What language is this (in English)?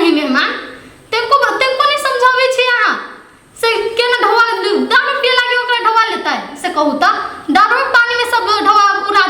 Maithili